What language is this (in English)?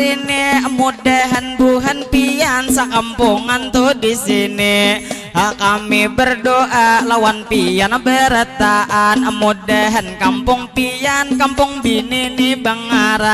Banjar